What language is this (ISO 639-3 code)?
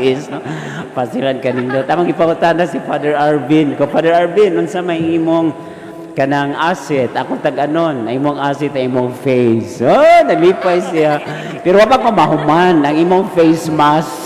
ceb